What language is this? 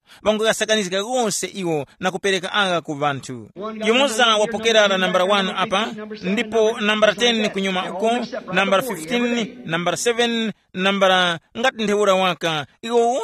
Tumbuka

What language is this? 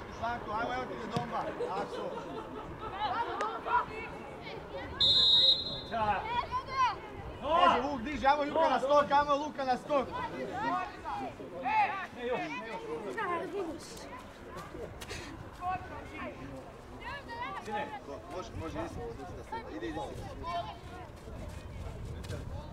Croatian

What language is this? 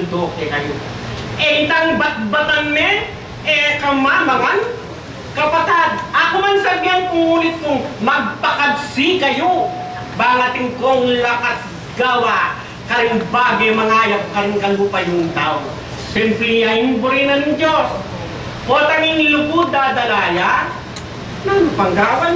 Pampanga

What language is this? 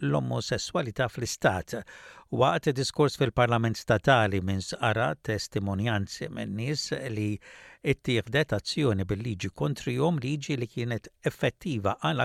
Maltese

